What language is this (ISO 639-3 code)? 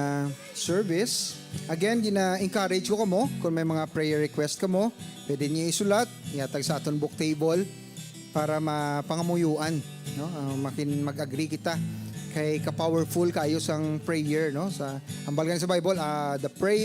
hil